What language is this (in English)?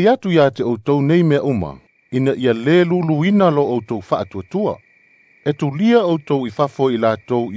Samoan